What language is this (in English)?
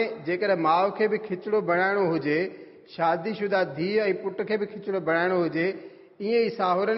Sindhi